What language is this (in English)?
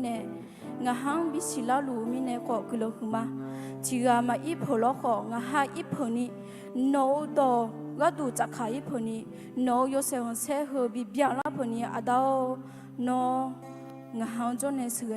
Akha